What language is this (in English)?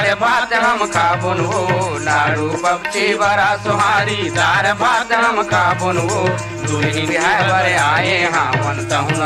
Chhattisgarhi